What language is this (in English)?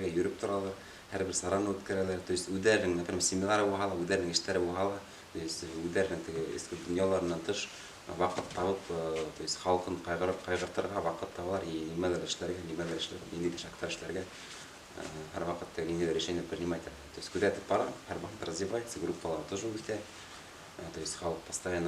Bashkir